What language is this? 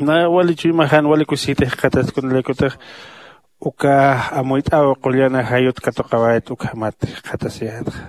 Aymara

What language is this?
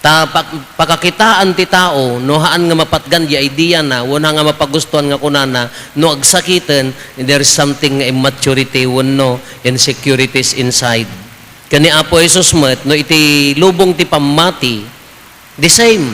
Iloko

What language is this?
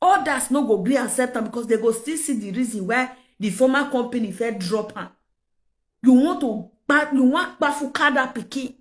Nigerian Pidgin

